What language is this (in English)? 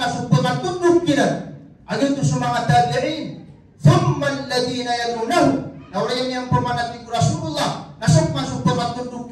Maranao